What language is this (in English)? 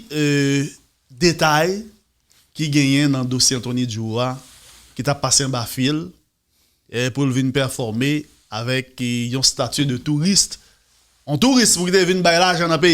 Haitian Creole